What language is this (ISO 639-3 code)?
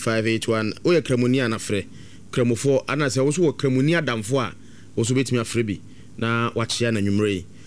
aka